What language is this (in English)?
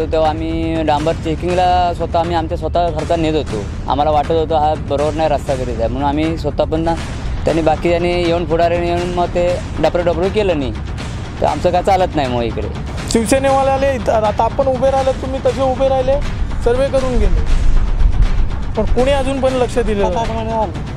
Marathi